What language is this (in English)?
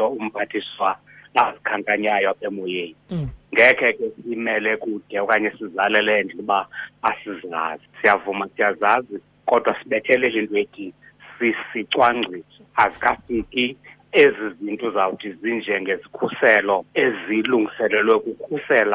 Xhosa